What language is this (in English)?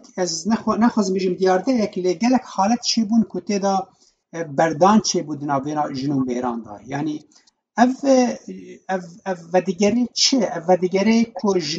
Kurdish